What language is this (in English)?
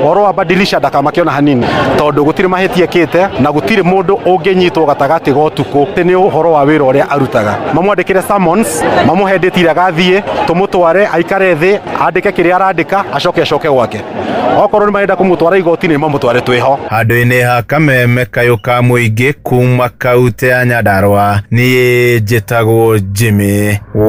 Kikuyu